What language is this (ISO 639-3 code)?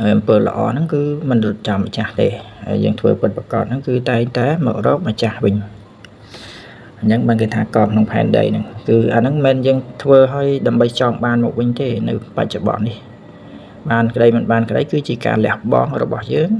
khm